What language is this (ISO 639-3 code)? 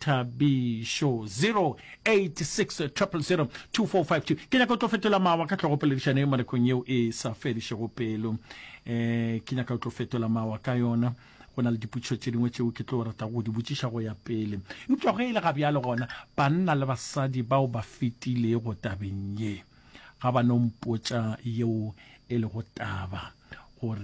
nso